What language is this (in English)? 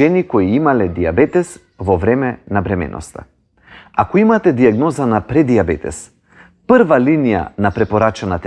Macedonian